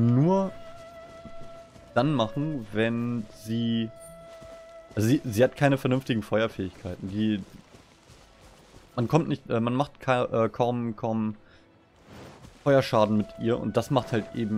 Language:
German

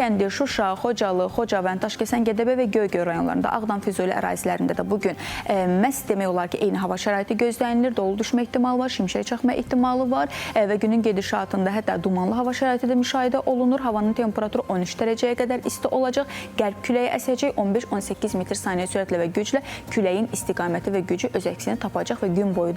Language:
Azerbaijani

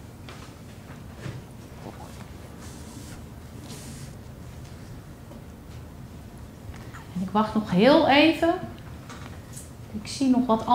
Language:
Dutch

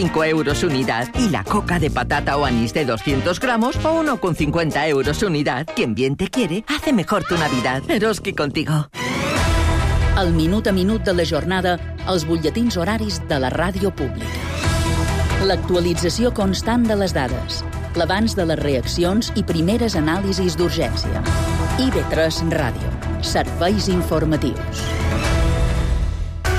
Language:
Catalan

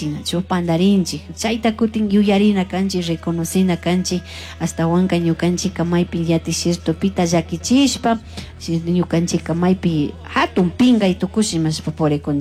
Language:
Chimborazo Highland Quichua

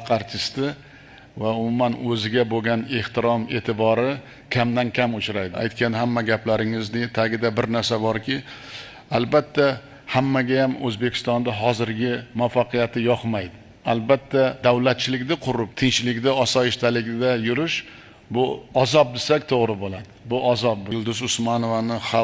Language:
Uzbek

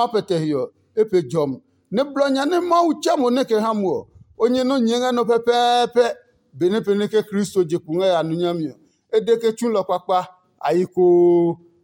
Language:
Adangme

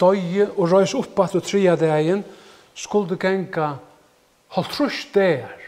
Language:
Faroese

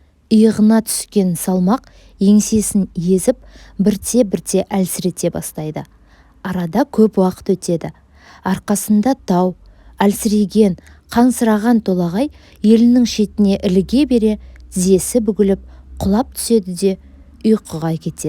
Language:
Kazakh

